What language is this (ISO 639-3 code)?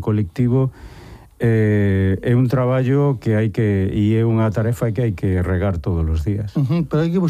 glg